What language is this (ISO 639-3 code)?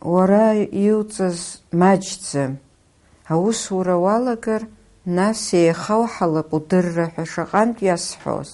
abk